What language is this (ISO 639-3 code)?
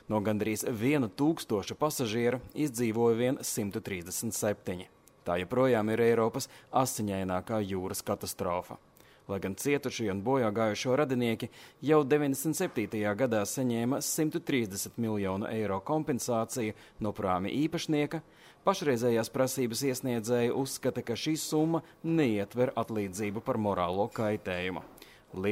lav